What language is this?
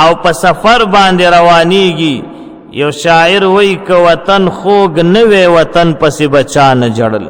Pashto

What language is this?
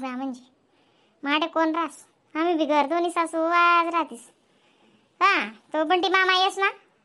Khandesi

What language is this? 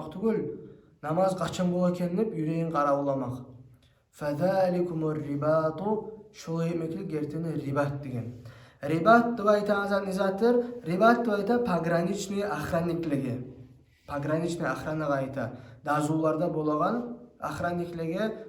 Kumyk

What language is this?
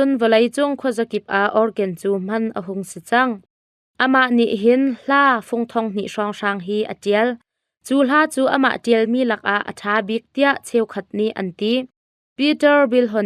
Hakha Chin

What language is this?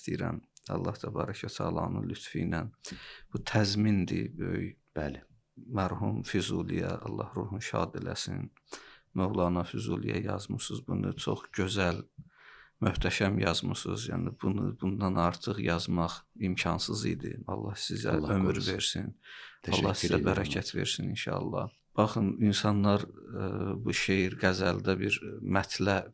Azerbaijani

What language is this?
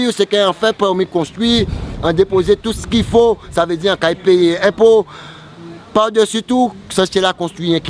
Guadeloupean Creole French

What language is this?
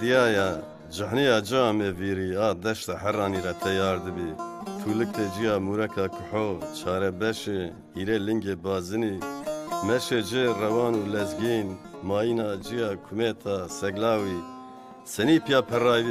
Zaza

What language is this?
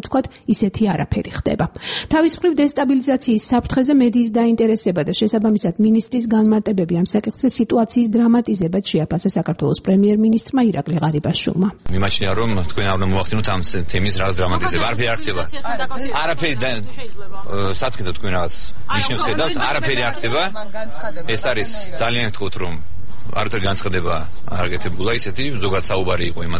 Georgian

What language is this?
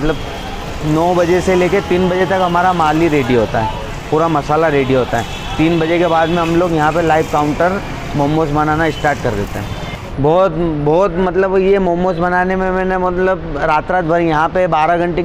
Hindi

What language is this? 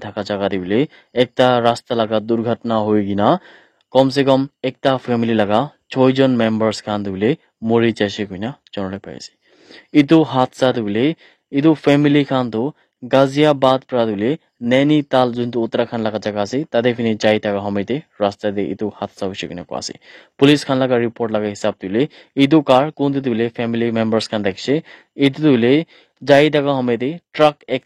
Naga Pidgin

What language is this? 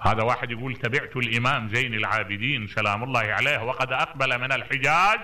Mesopotamian Arabic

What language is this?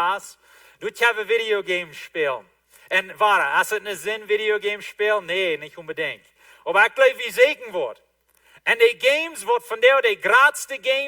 Plautdietsch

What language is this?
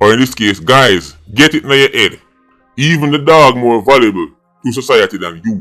Jamaican Creole English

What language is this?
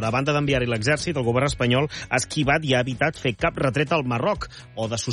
Catalan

